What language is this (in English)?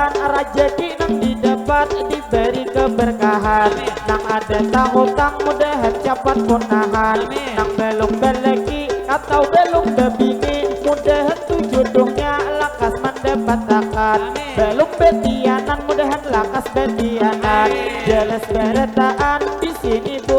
Banjar